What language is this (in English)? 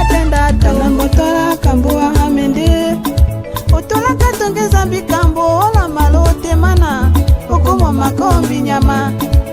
Tetela